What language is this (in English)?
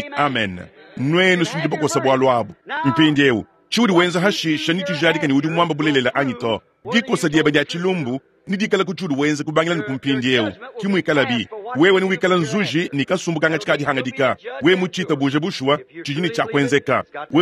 Luba-Lulua